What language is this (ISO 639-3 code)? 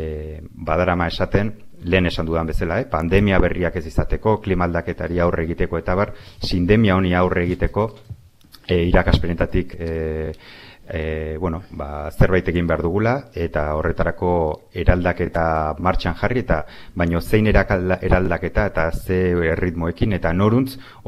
eus